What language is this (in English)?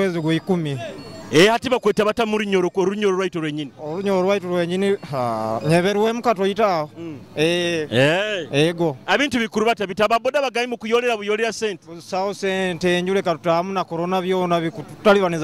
Nyoro